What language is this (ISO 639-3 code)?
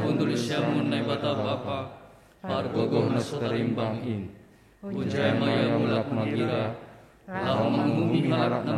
bts